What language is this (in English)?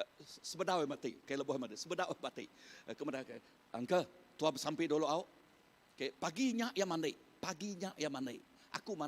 Iban